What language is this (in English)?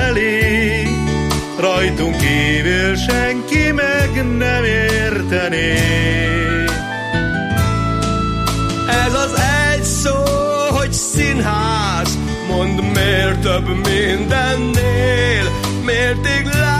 Hungarian